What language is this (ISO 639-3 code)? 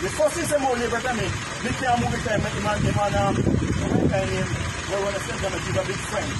jam